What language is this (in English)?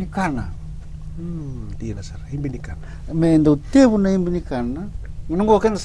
Fijian